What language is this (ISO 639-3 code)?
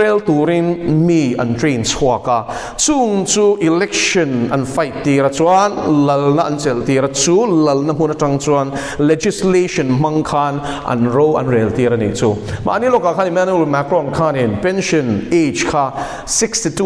lus